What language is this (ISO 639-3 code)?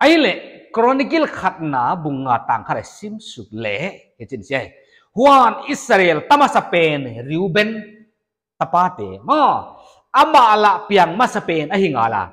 pck